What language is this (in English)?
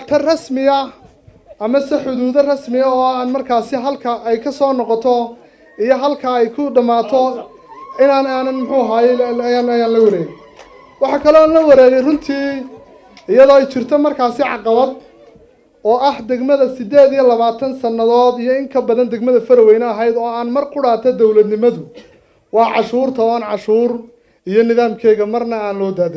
Somali